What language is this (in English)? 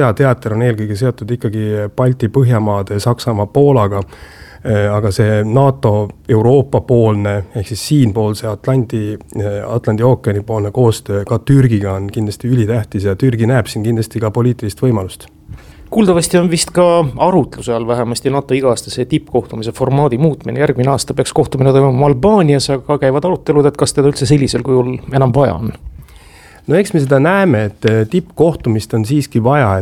Estonian